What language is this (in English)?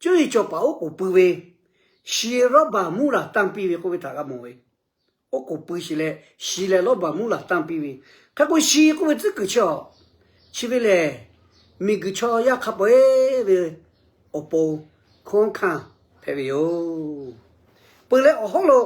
Lahu